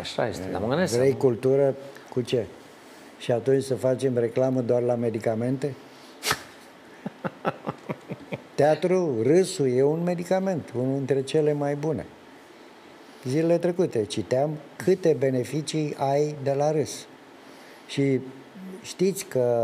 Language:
Romanian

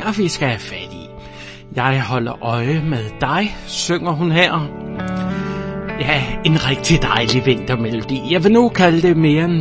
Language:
Danish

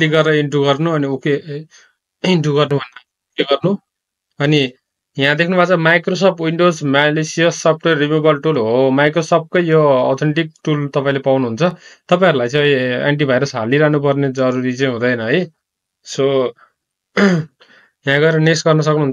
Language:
Nepali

